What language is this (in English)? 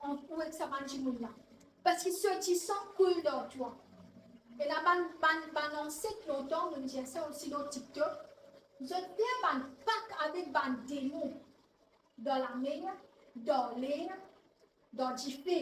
Morisyen